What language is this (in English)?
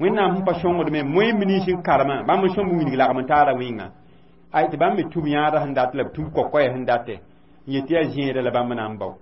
Mossi